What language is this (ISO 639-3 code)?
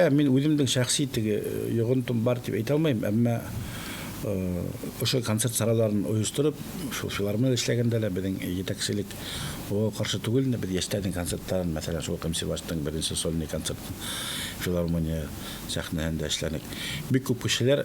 bak